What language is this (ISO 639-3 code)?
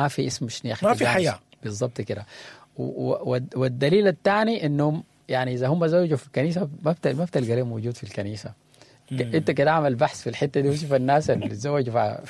apd